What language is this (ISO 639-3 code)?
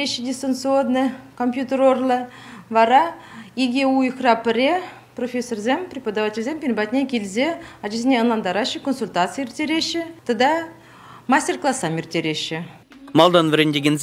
chv